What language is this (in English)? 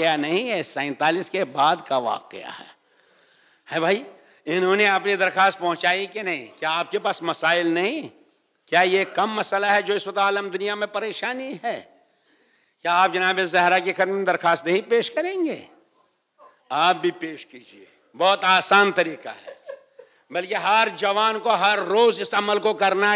Urdu